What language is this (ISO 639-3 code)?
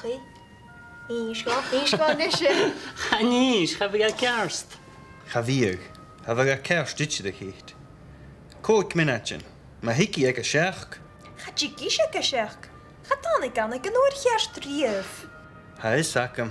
gla